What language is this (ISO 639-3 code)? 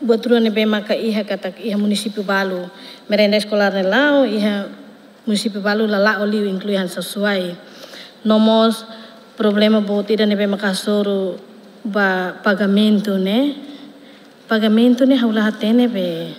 tet